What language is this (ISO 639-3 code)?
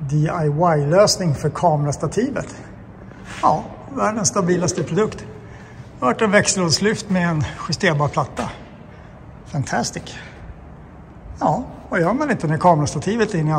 swe